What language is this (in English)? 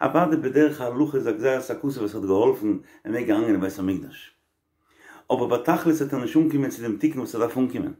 Yiddish